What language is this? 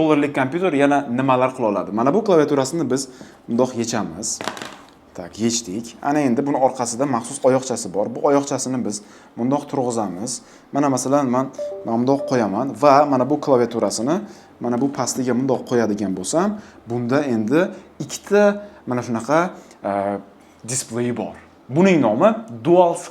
Uzbek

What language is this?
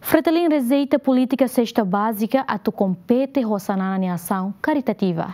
Tetum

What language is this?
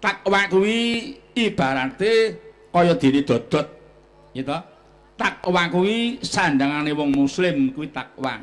Javanese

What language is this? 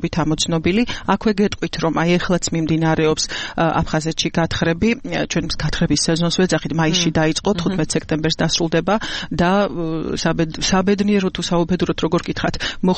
Georgian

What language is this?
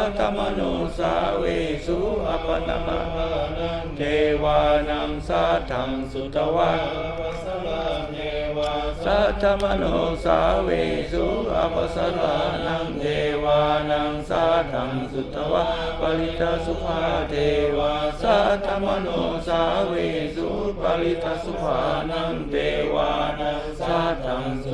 Pali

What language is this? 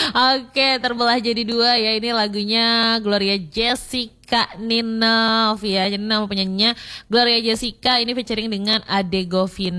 Indonesian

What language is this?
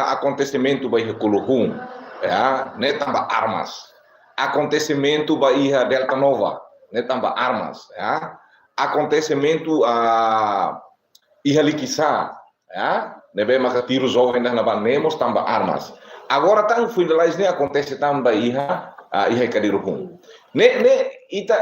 Tetum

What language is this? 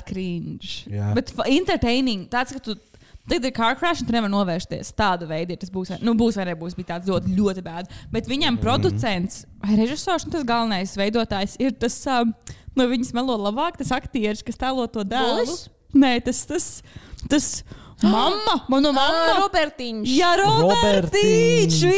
Latvian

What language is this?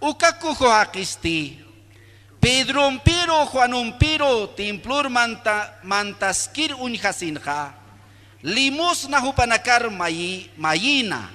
Aymara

